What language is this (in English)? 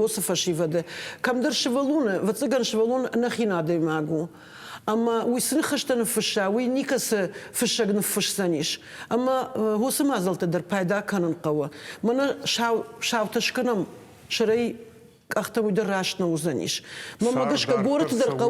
Ossetic